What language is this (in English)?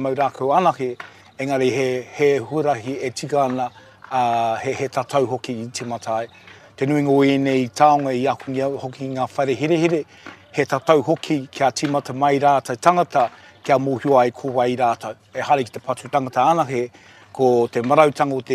Māori